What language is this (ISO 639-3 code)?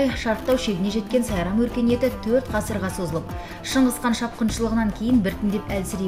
kaz